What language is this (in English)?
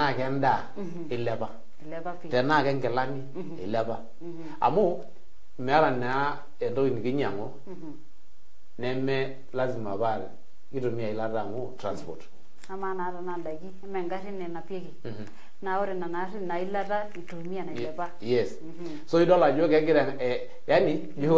Masai